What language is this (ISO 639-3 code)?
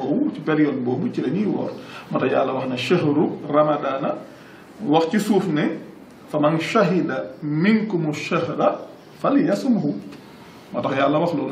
wol